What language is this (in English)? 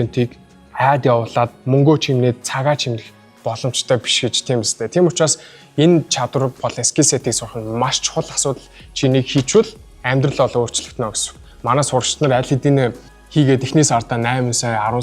Mongolian